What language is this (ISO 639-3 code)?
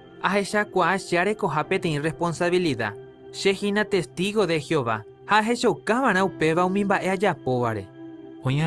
grn